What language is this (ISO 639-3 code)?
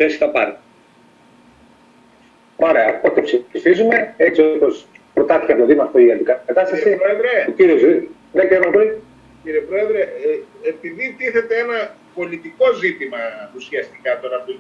ell